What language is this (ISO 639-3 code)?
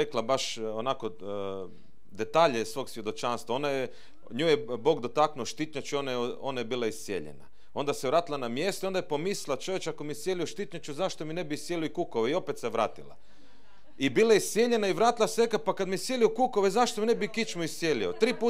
hrv